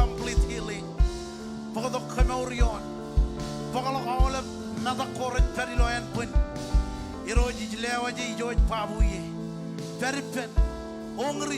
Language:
Marshallese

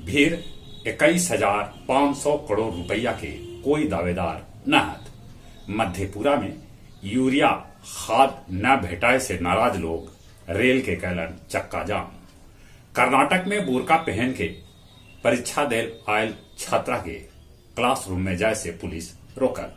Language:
Magahi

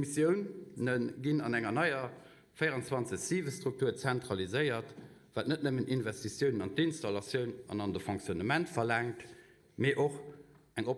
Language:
Luxembourgish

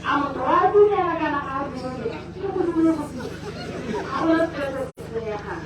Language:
Tswana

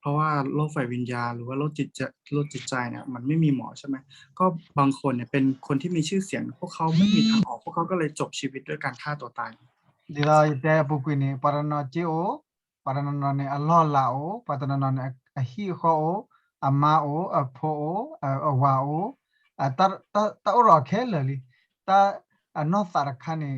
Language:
S'gaw Karen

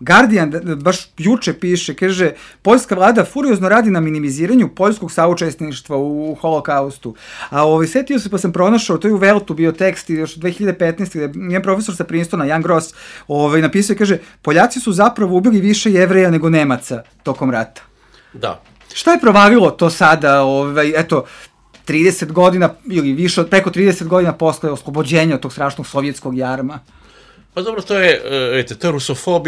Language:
Serbian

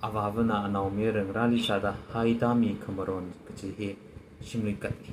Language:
Tangkhul Naga (India)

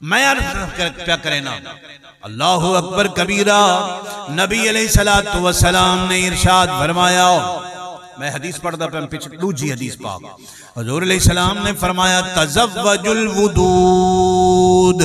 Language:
Saraiki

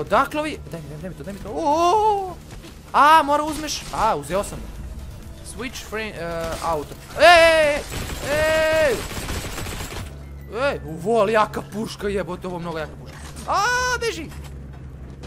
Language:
Serbian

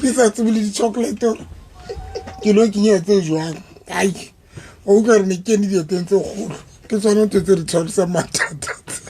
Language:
Southern Sotho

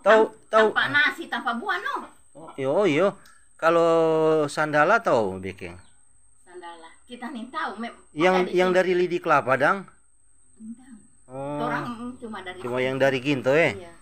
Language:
Manado Malay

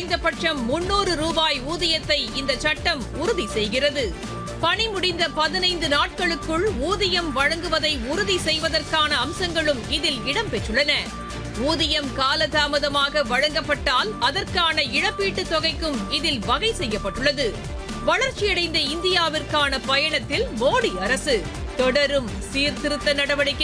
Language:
Tamil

